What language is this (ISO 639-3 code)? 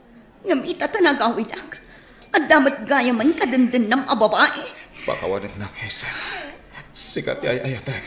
ilo